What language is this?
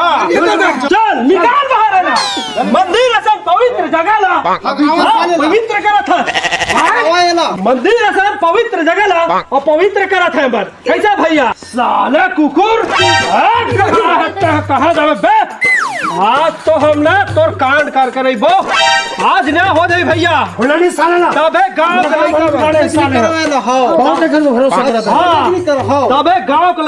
Chhattisgarhi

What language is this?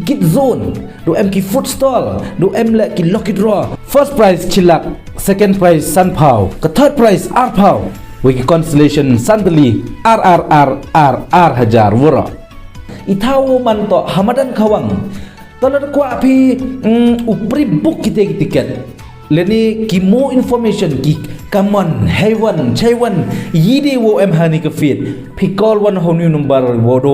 Khasi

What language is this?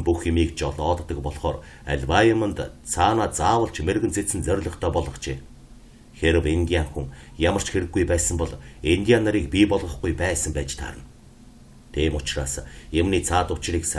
Mongolian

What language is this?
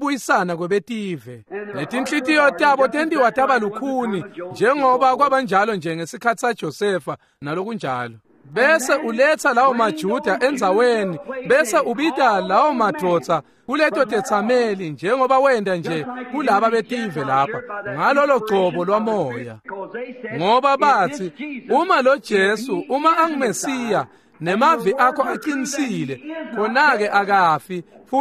Swati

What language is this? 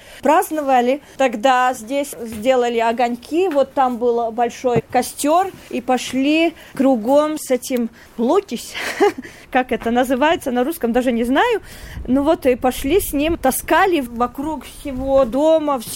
Russian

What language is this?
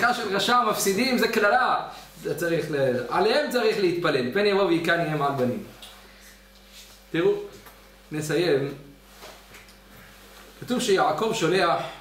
Hebrew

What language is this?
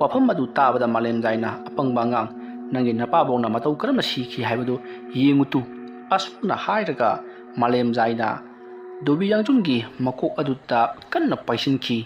Manipuri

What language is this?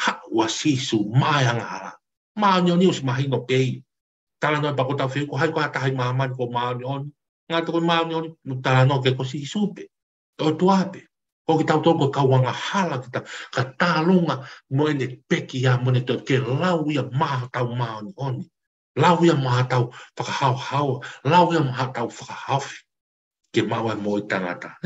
Tongan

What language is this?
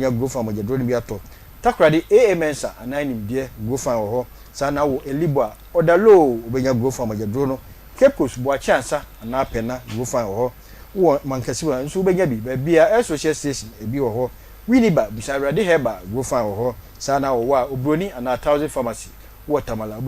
Akan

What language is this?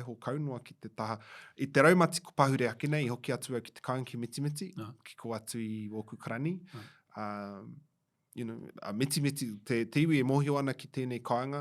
Māori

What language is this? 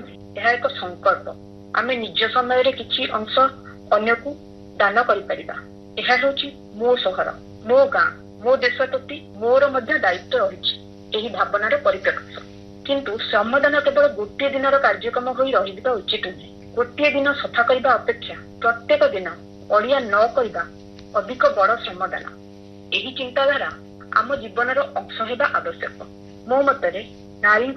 Odia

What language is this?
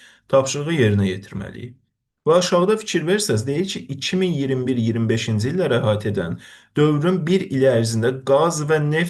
Azerbaijani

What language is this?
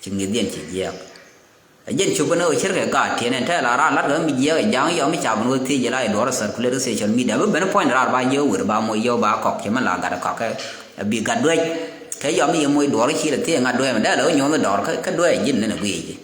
Nuer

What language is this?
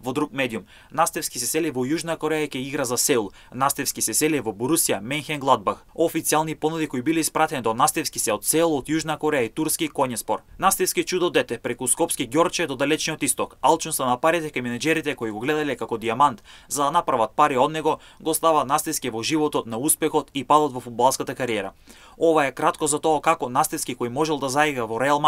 Macedonian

